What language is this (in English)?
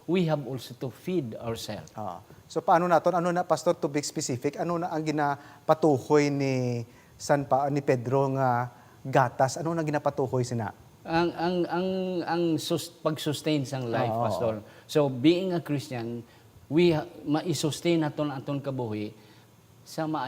Hiligaynon